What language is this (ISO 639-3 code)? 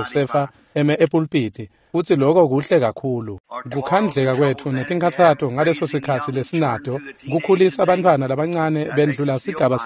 ssw